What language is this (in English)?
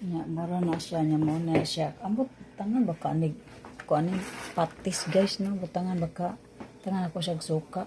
Cebuano